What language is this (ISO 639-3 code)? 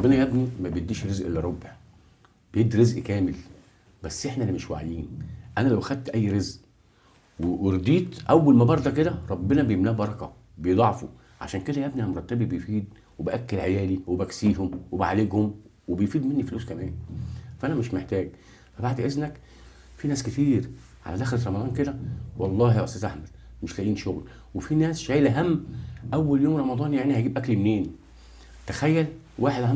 arz